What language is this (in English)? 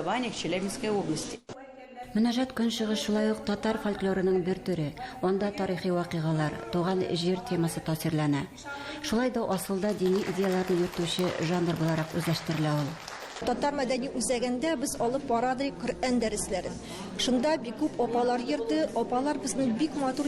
Tatar